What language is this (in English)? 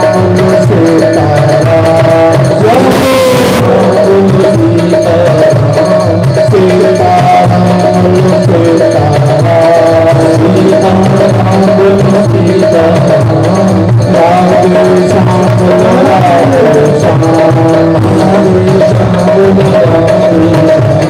Dogri